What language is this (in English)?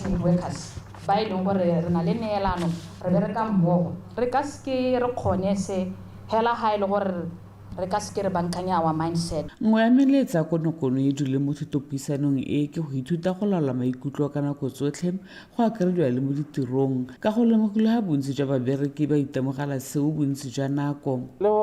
Tswana